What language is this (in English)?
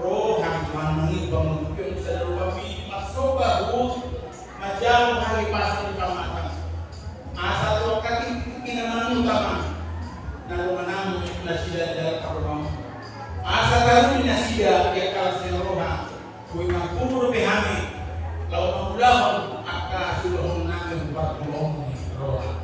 Batak Toba